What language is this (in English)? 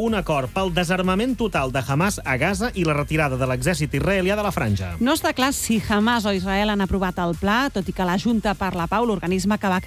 Catalan